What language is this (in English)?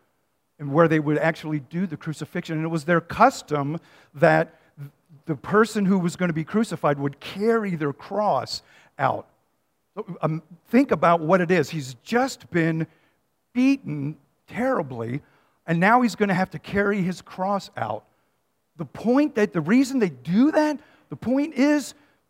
English